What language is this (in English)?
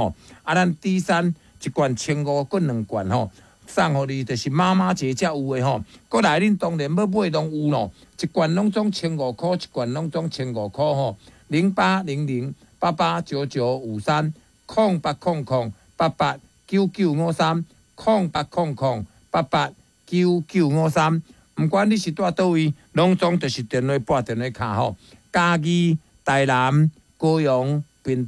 Min Nan Chinese